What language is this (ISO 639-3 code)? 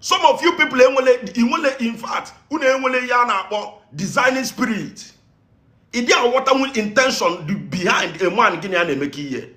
ibo